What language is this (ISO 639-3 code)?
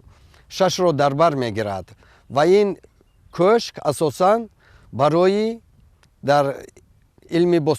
tgk